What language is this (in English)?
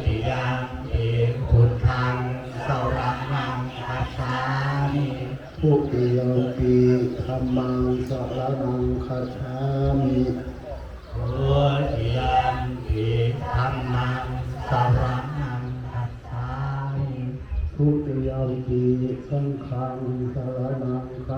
Pali